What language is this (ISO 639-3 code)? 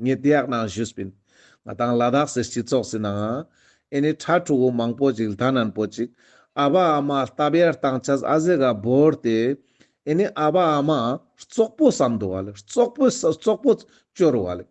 lbj